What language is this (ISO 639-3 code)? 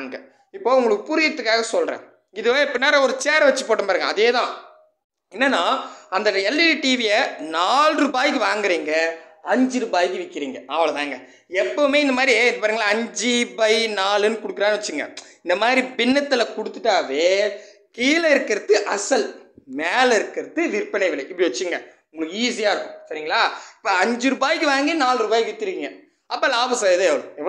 tam